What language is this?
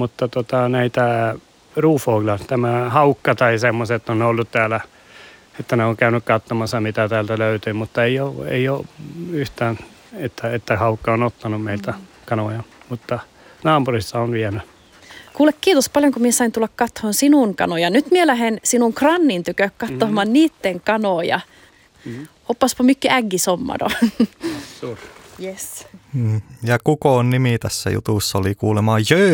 Finnish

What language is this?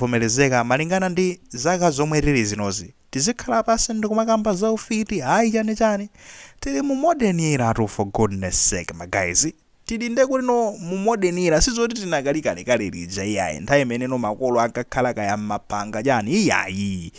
Nyanja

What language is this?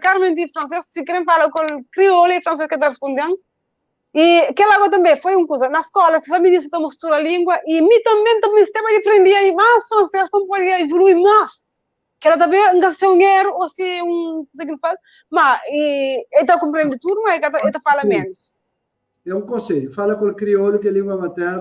Kabuverdianu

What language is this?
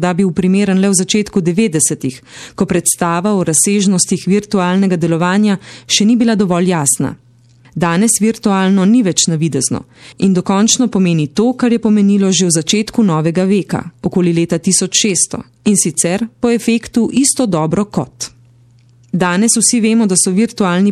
Slovenian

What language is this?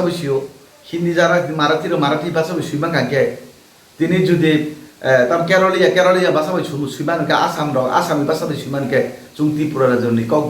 Kok Borok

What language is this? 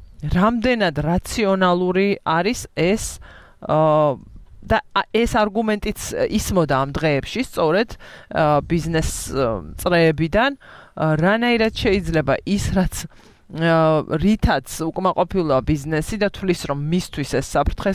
Georgian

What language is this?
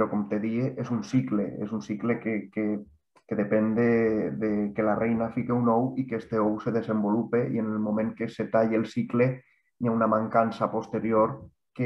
Catalan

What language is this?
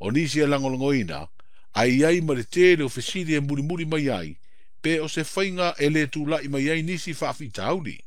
Samoan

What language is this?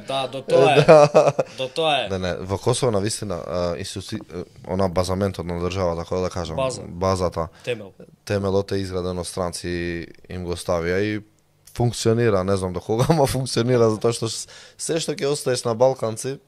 Macedonian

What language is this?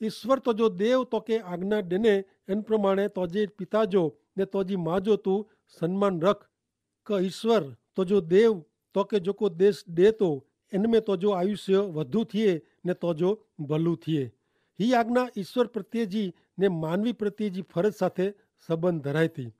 Kachhi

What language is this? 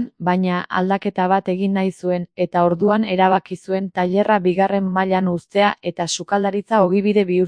Basque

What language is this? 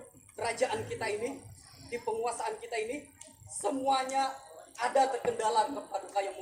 Banjar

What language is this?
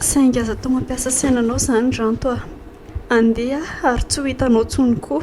Malagasy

